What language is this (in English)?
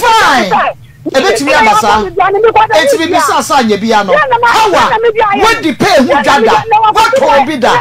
Akan